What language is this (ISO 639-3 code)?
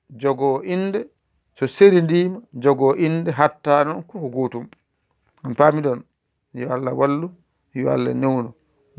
ful